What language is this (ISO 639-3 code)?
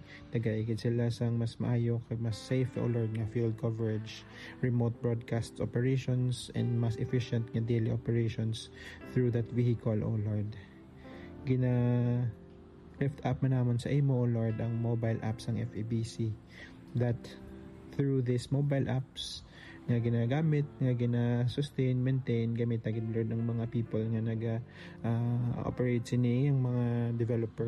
hil